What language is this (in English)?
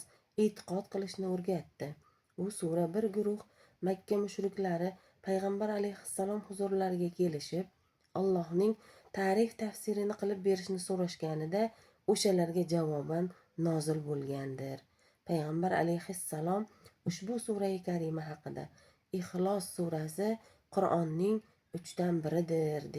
Uzbek